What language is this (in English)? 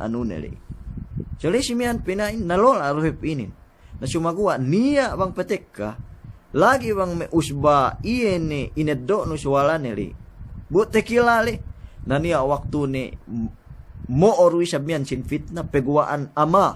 Yakan